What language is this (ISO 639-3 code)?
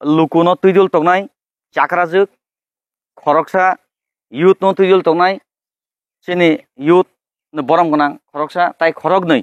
trp